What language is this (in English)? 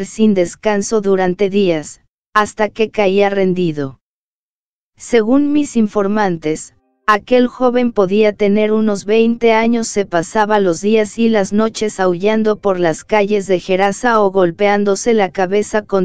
Spanish